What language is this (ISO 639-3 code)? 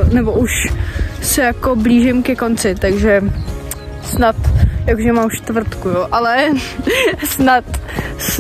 ces